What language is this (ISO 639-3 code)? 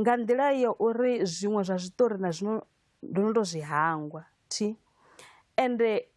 ven